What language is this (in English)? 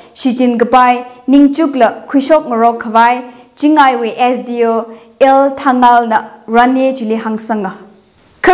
Tangkhul Naga (India)